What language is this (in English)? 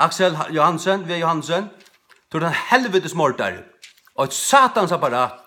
Faroese